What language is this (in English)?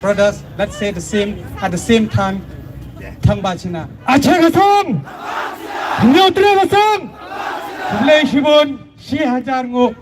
Khasi